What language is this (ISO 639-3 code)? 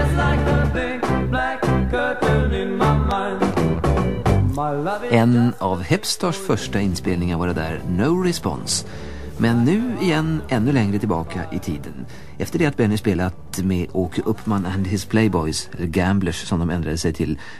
swe